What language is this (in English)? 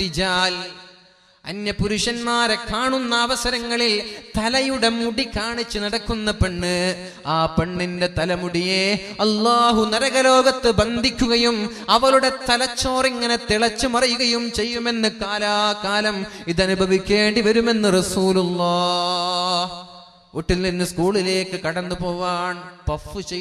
Malayalam